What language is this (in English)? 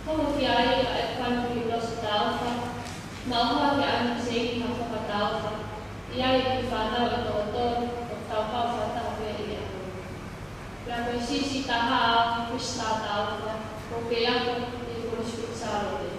Tongan